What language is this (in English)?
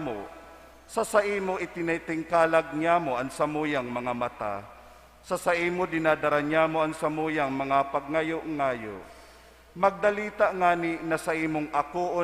Bikol